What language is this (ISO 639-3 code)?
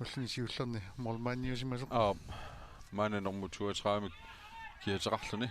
kal